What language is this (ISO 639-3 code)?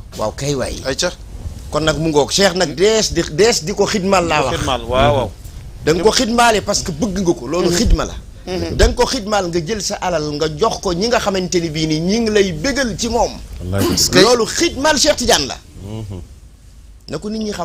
wol